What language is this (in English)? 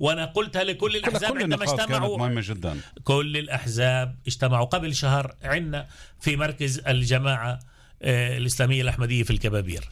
North Levantine Arabic